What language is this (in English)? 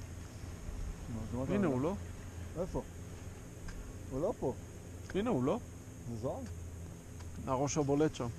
Hebrew